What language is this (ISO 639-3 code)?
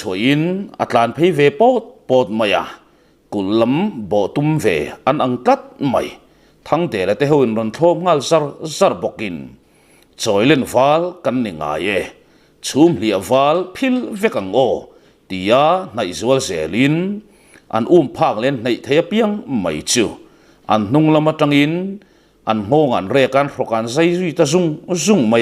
lus